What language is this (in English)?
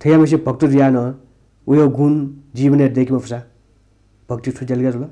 Newari